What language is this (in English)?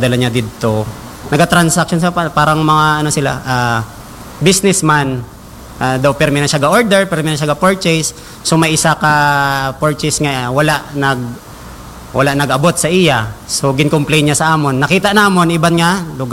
Hiligaynon